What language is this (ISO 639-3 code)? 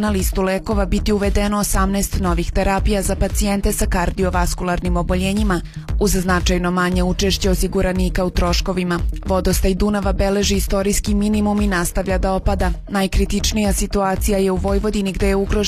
srp